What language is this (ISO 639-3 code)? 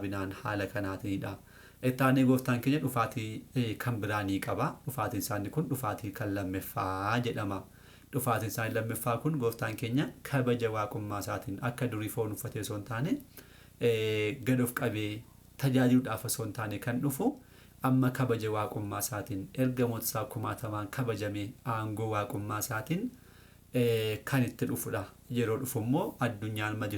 orm